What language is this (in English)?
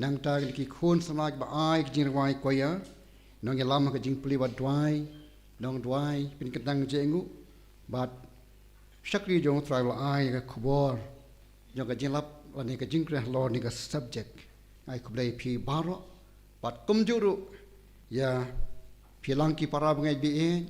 Khasi